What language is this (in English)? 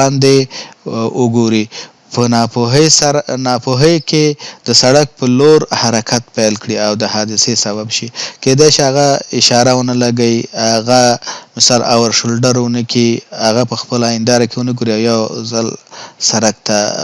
Pashto